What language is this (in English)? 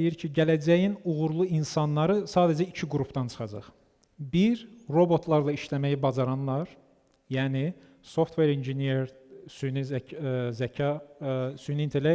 Azerbaijani